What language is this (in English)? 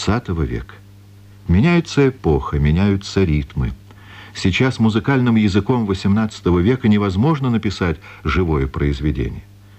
Russian